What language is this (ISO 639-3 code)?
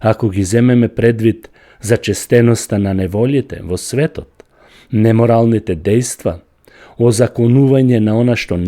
mkd